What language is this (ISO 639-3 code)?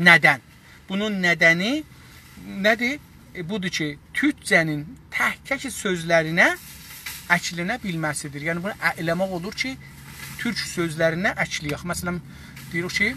azb